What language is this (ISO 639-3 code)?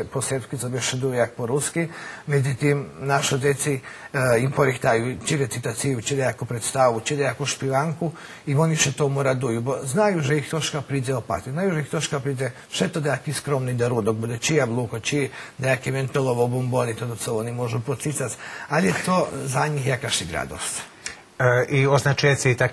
rue